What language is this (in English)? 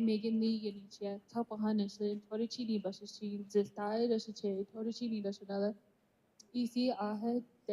Navajo